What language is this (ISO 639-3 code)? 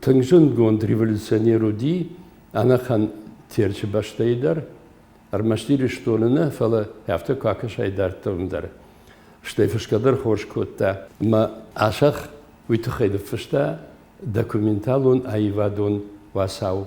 oss